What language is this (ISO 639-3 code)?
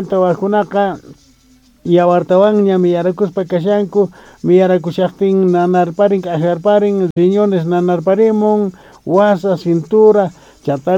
que